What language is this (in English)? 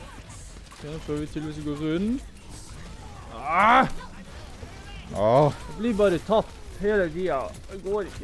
Norwegian